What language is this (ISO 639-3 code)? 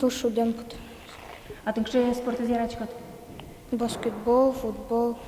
udm